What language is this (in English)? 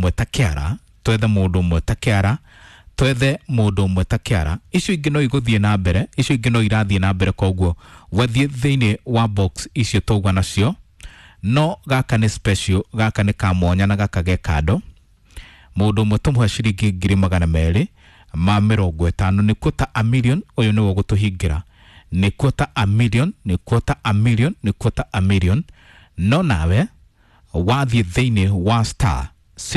Kikuyu